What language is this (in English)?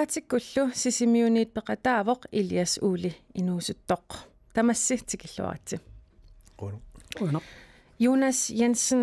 Kalaallisut